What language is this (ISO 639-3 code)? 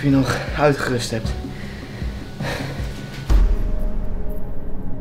nld